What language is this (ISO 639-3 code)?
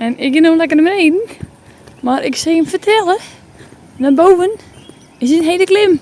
fry